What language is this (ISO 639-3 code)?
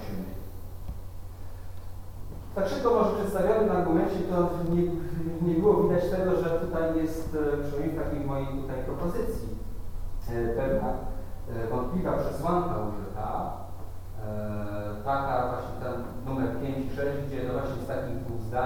pol